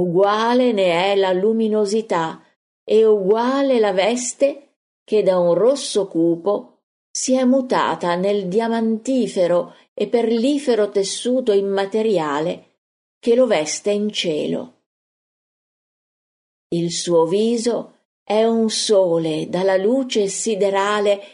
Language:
Italian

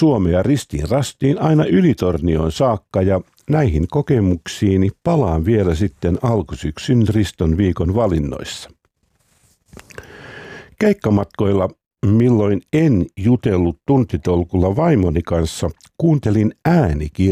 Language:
Finnish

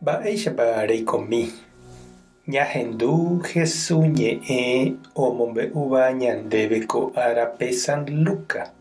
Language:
Guarani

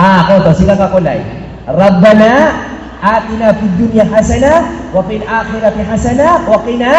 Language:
Maranao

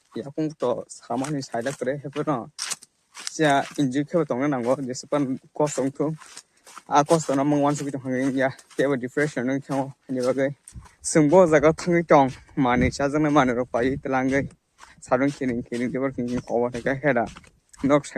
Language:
Kok Borok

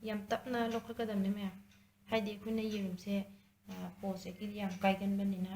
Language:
Manipuri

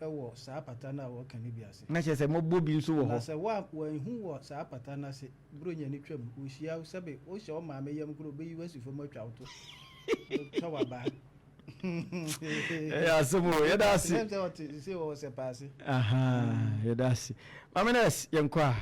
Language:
Akan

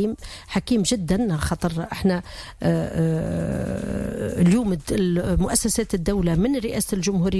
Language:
Tunisian Arabic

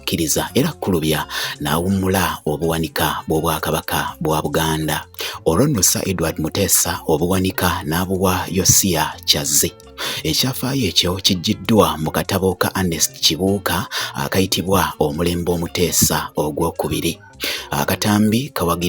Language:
Ganda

